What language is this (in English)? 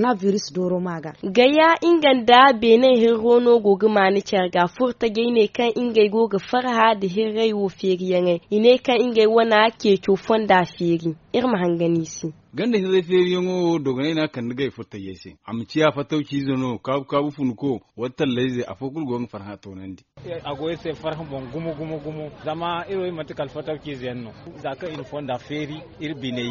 Zarma